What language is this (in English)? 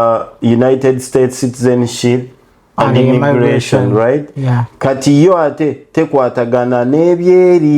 Ganda